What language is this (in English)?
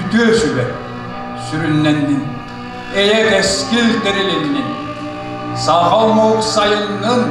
Yakut